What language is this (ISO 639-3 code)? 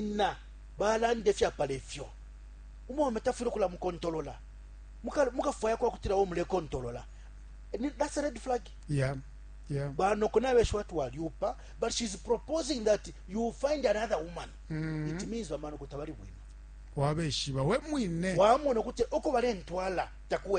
bem